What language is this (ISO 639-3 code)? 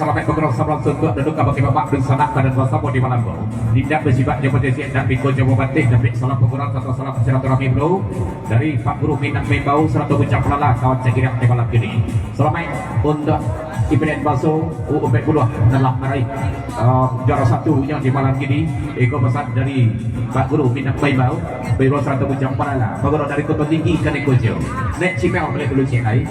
min